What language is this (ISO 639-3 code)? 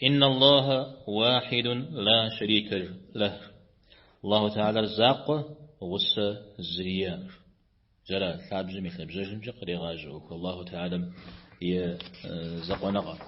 kbd